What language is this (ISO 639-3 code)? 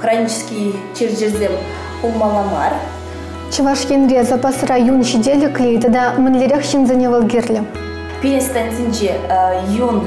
chv